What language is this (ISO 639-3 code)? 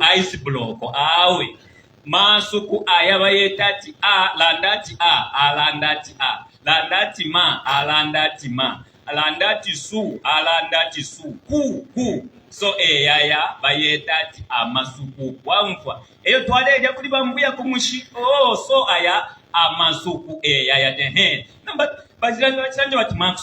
bem